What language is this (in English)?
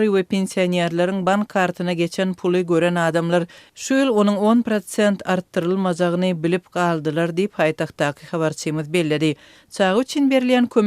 Turkmen